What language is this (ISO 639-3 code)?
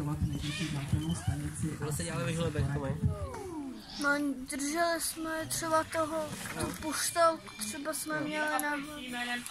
ces